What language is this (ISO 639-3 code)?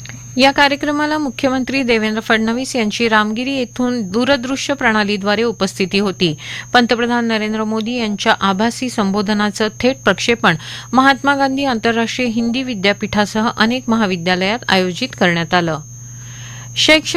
mar